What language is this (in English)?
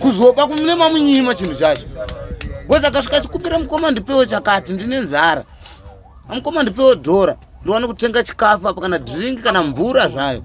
Shona